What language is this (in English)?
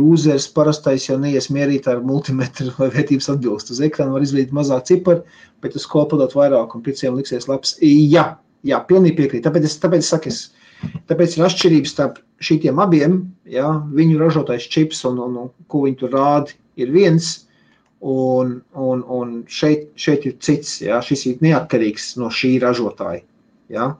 Latvian